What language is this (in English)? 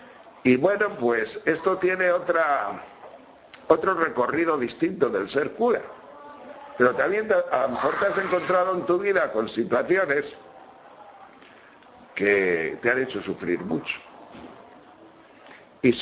Spanish